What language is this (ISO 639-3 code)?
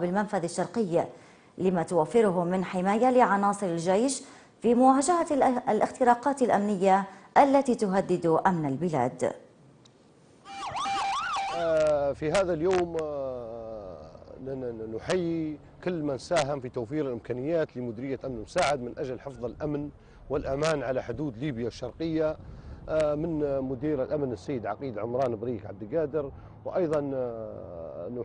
ara